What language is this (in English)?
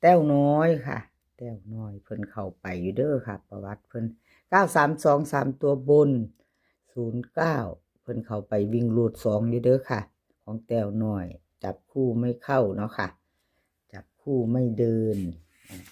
Northeastern Thai